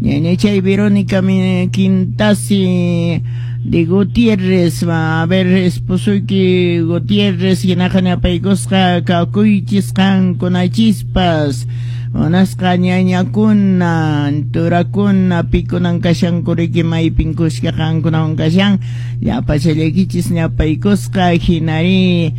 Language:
Quechua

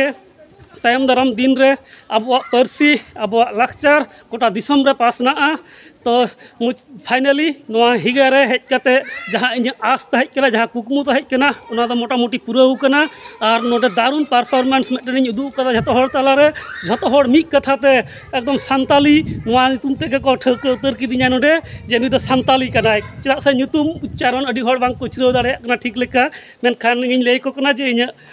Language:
Santali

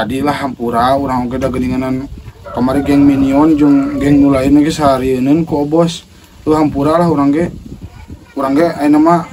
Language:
Sundanese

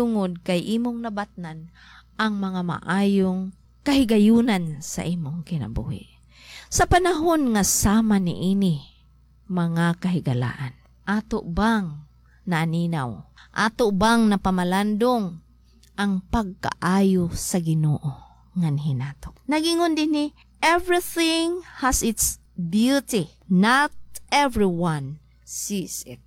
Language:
Cebuano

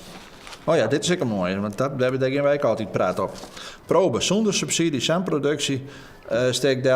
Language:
Western Frisian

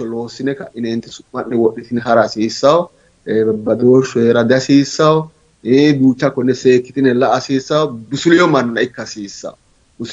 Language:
Sidamo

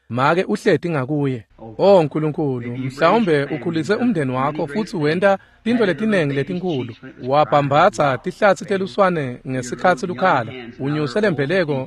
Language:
Swati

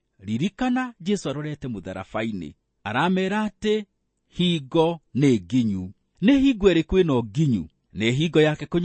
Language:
Kikuyu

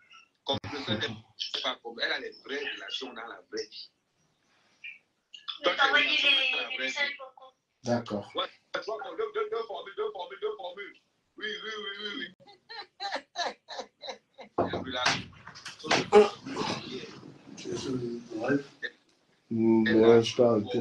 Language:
French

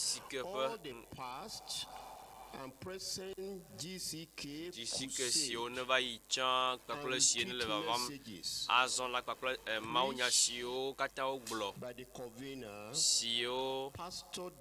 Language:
Ewe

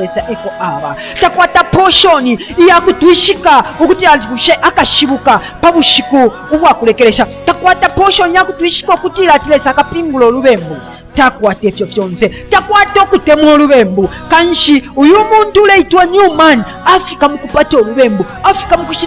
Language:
Bemba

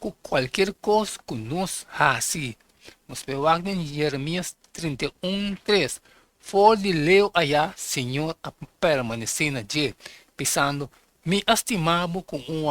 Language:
Papiamento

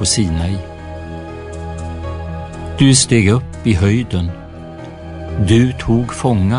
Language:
Swedish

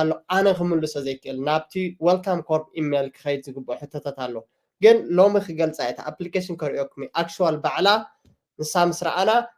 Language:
Tigrinya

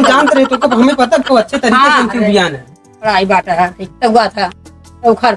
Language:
Awadhi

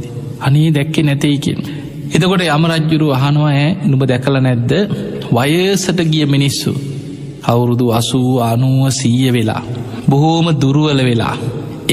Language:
Sinhala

